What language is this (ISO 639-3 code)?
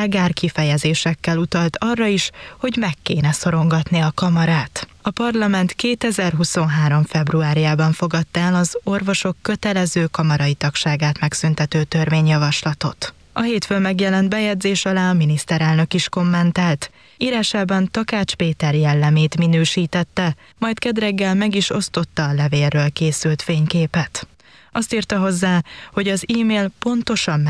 hun